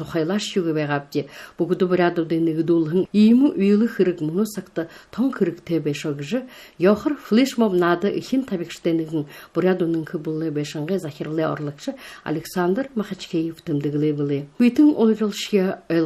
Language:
Buriat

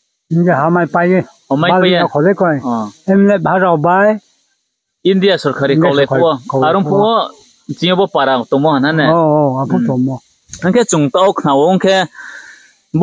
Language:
Riang (India)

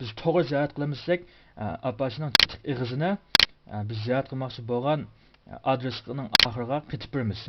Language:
Uyghur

